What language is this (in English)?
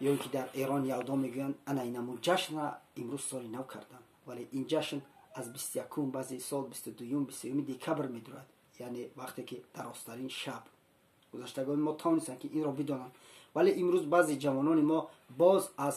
Tajik